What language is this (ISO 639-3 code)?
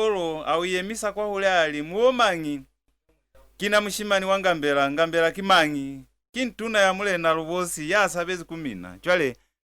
loz